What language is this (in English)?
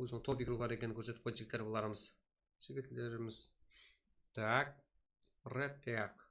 Kara-Kalpak